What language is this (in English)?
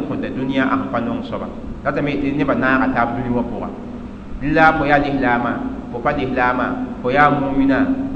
Mossi